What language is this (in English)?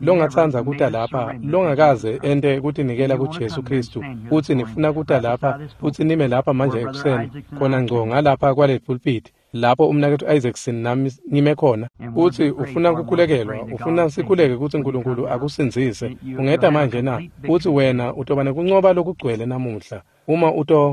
Swati